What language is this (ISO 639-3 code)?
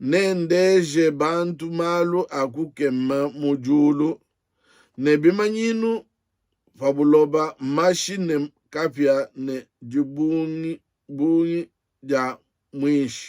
lua